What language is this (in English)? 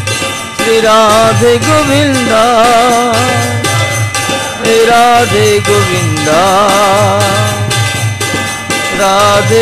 Odia